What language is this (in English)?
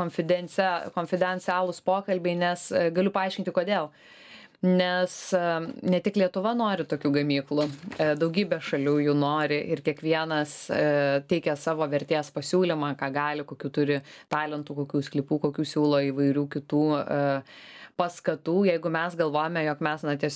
Lithuanian